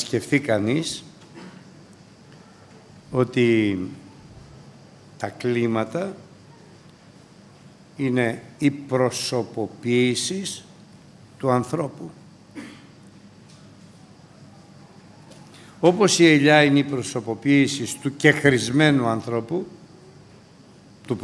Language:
Greek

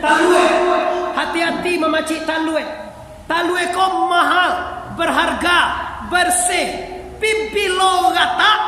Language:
Minangkabau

